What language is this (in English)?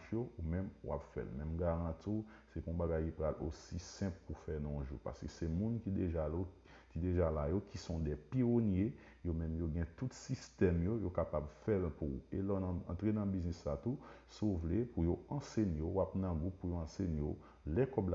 Haitian Creole